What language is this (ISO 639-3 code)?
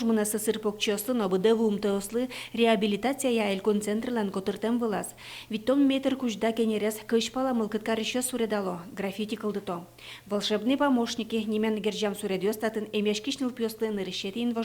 udm